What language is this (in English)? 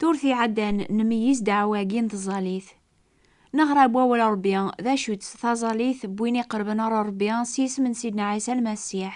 Kabyle